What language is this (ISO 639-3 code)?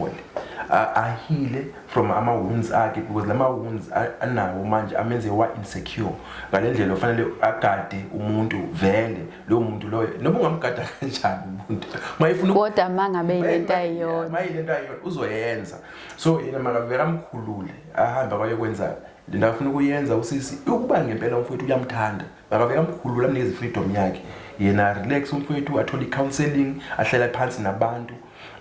zul